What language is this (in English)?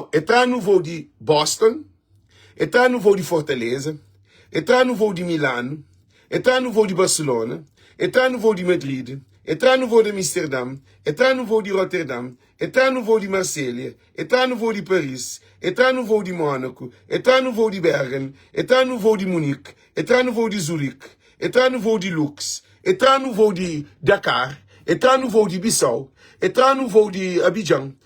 Kabuverdianu